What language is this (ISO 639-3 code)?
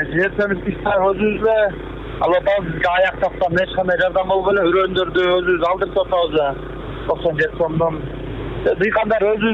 kir